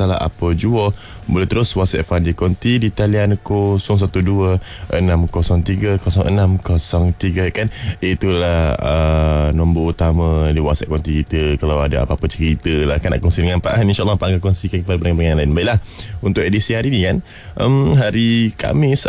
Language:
Malay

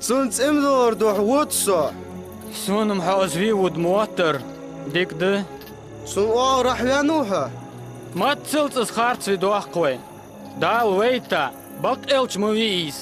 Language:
Ingush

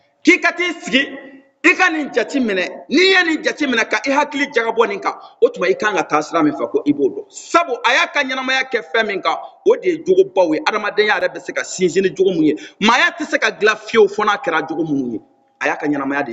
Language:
Bambara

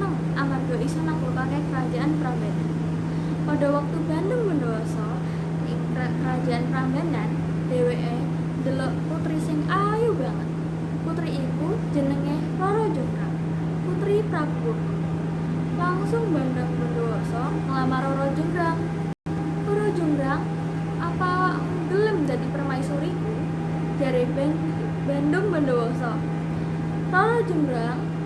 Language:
Javanese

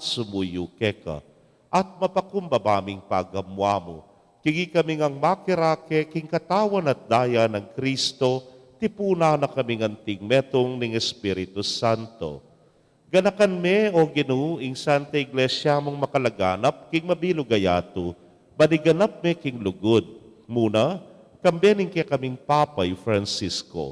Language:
Pampanga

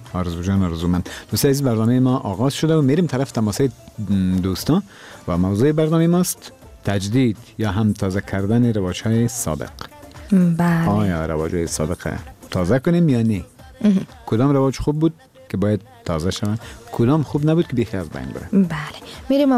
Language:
Persian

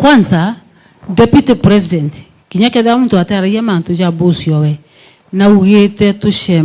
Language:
Meru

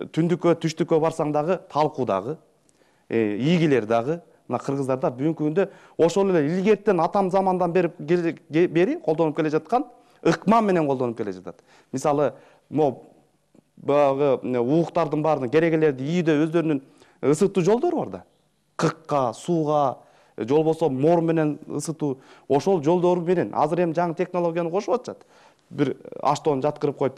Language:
Kyrgyz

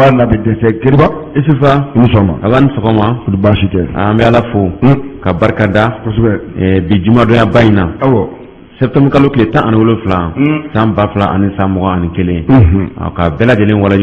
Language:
Bambara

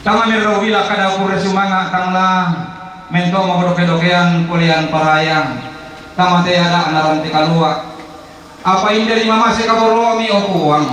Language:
Toraja-Sa'dan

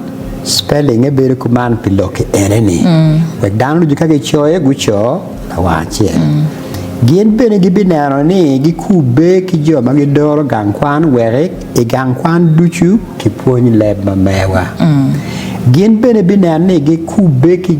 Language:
Acoli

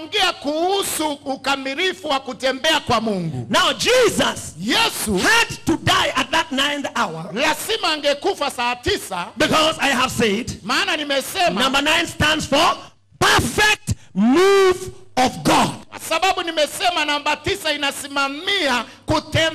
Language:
Swahili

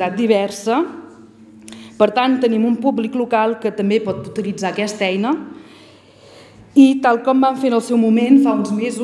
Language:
Catalan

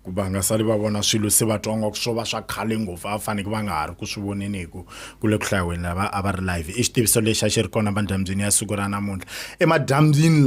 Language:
Tsonga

